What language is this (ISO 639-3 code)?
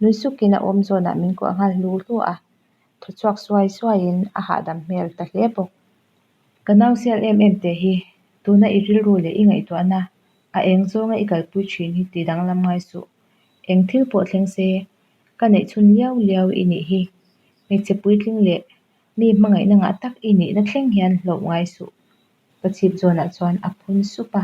lus